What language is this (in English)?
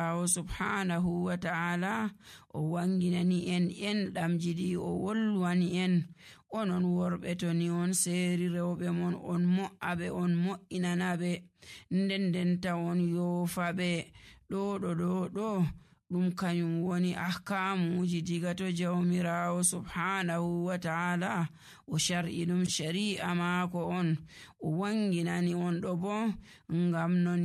Nigerian Fulfulde